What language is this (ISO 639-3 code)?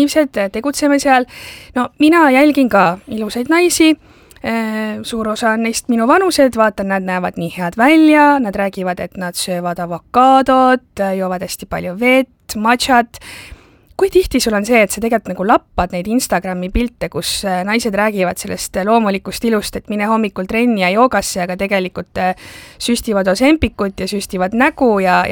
est